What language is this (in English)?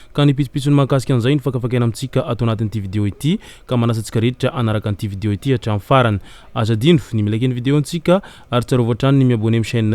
Malagasy